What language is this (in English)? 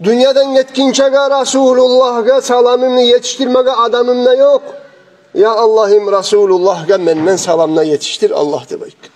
Kumyk